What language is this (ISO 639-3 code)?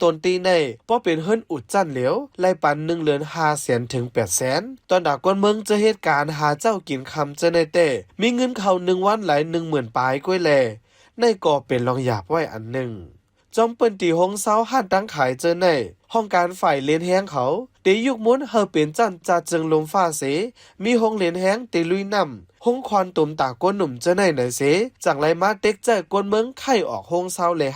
shn